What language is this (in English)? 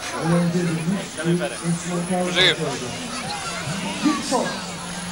Dutch